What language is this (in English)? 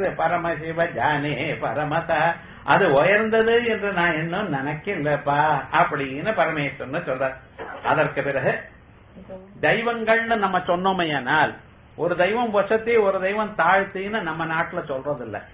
Tamil